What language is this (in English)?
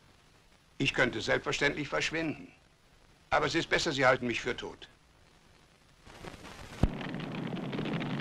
German